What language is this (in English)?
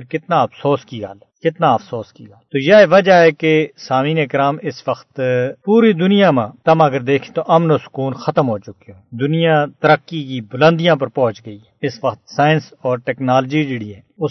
Gujari